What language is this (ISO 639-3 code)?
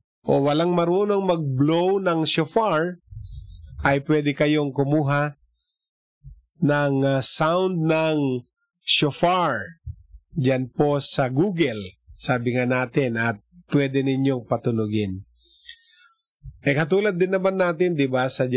fil